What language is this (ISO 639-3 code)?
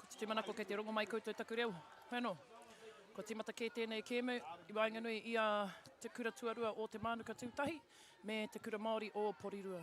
mri